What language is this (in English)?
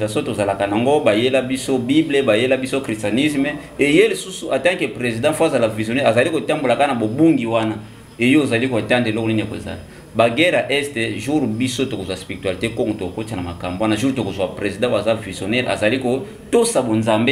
Lingala